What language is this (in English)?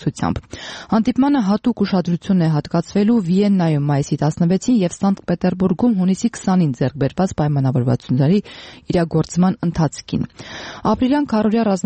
Armenian